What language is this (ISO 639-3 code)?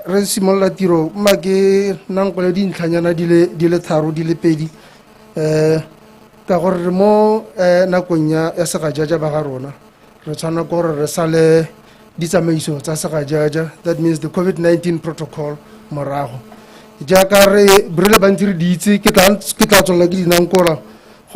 tsn